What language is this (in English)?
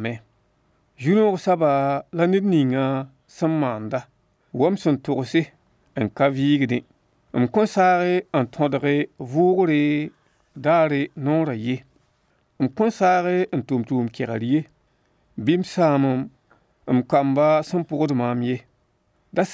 Mossi